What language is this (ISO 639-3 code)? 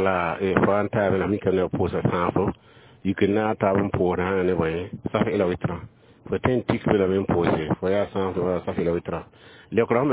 mos